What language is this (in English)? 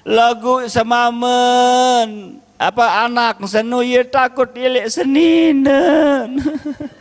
Sasak